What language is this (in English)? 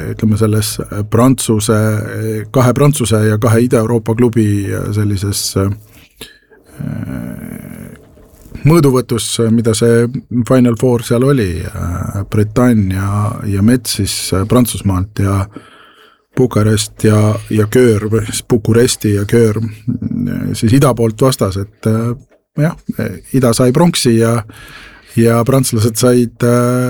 Estonian